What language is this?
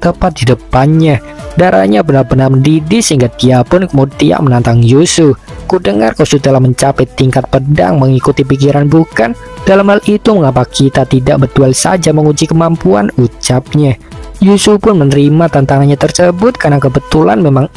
Indonesian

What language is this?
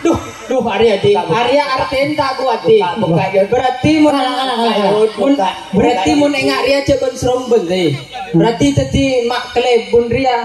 Madurese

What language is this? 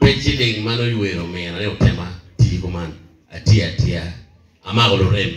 Acoli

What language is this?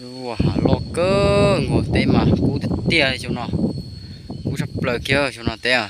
Hmong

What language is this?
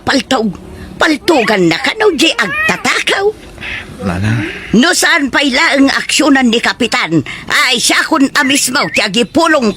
Iloko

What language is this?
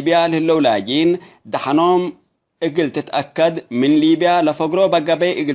Tigre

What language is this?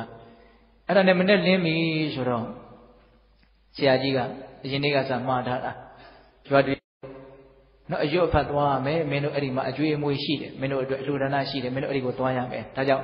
Burmese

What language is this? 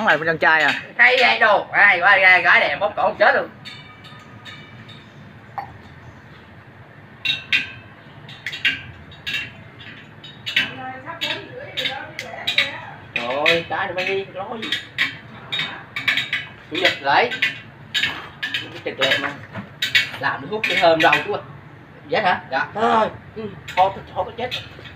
Vietnamese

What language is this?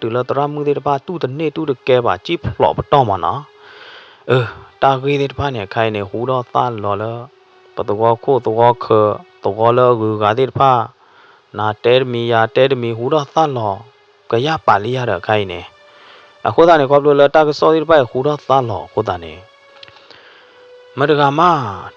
S'gaw Karen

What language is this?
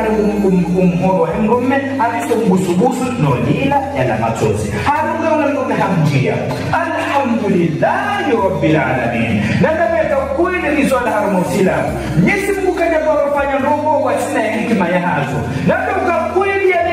Ngazidja Comorian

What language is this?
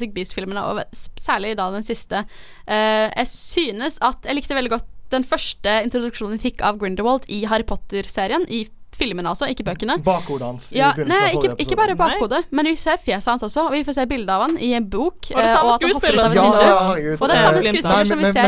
Norwegian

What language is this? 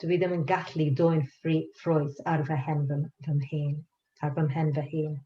Welsh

